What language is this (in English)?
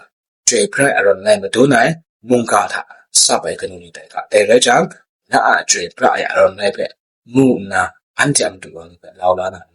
Kachin